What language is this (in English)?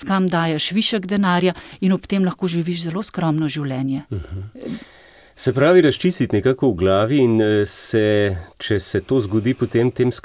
Slovenian